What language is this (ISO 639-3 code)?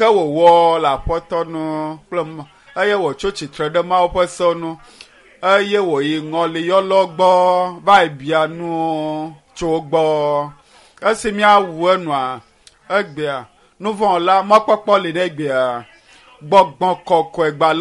ewe